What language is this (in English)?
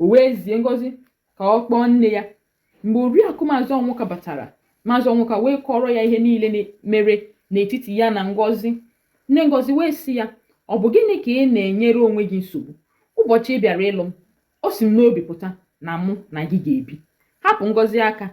Igbo